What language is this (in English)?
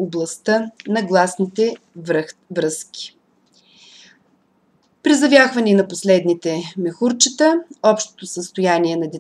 Bulgarian